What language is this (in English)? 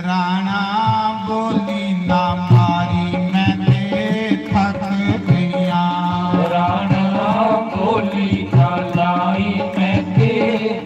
Dogri